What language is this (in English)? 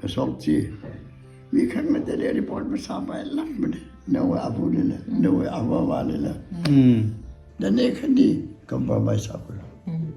Tangkhul Naga (India)